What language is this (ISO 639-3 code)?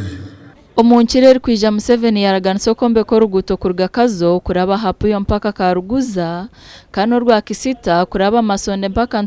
nyn